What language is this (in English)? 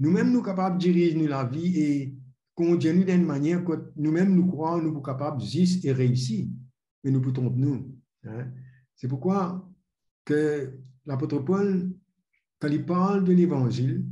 Morisyen